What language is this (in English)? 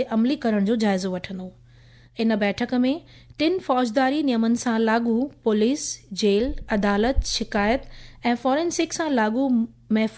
Sindhi